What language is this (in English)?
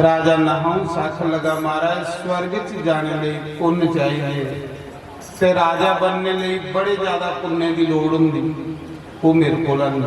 Dogri